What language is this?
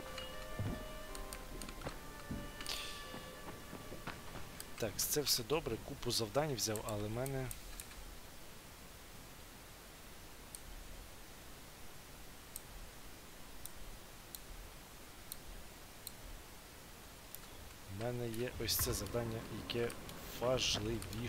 Ukrainian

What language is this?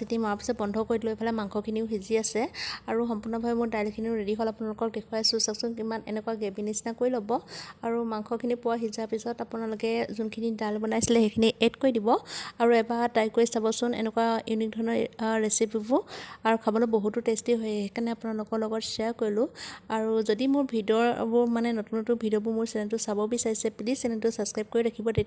Assamese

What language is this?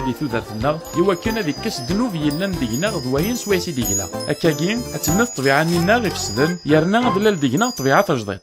Kabyle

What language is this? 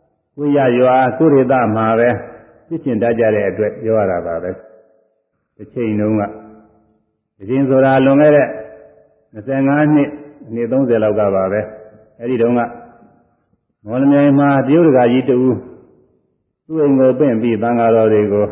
Burmese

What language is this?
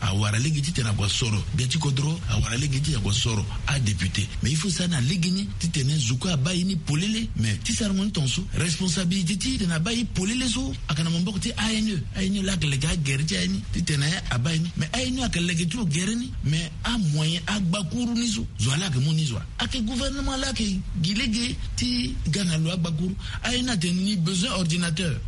Sango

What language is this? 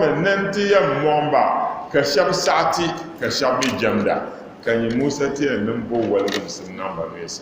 Dagbani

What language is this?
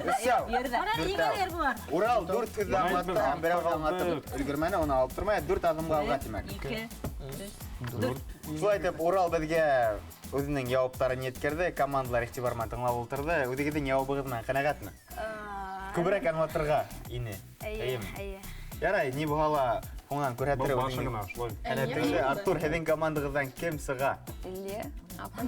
Bashkir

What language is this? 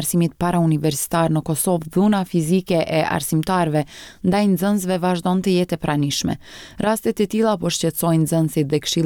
Albanian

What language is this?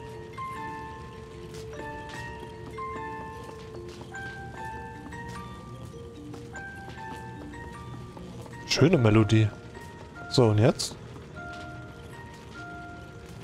German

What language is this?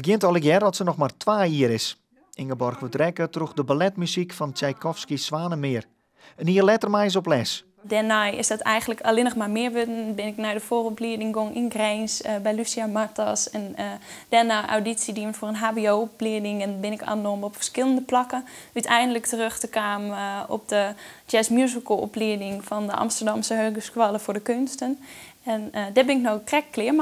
Western Frisian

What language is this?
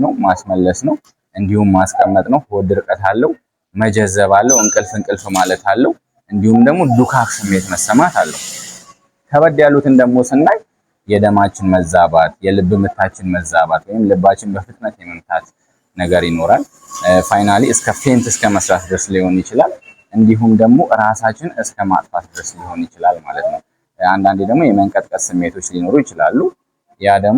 Amharic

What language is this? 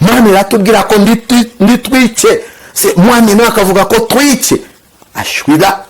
Kinyarwanda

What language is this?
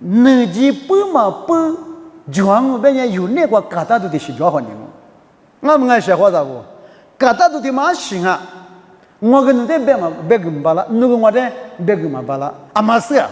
Lisu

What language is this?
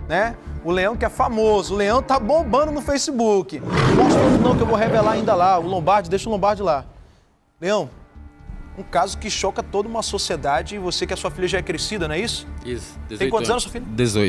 Portuguese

